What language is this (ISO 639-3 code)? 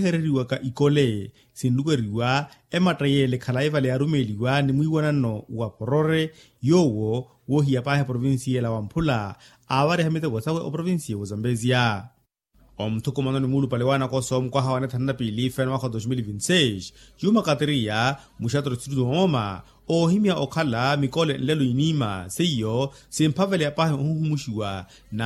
vmw